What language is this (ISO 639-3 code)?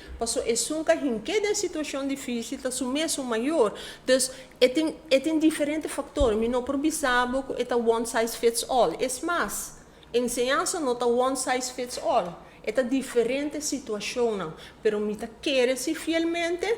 pap